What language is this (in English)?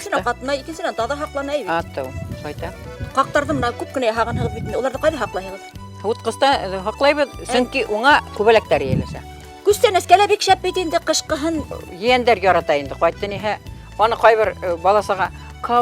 Bashkir